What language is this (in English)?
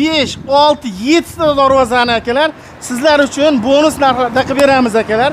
Uzbek